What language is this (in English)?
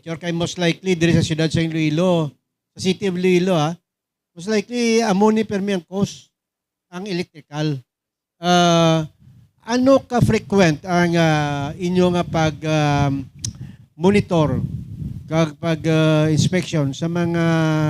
Hiligaynon